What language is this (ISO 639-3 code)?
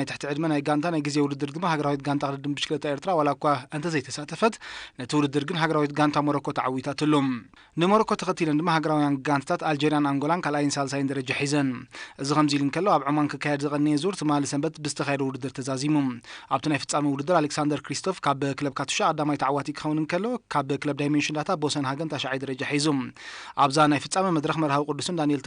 tir